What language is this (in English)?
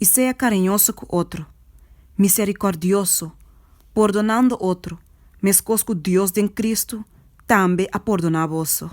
Papiamento